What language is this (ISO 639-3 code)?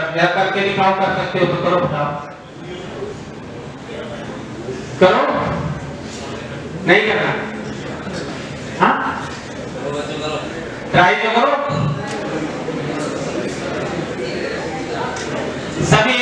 hin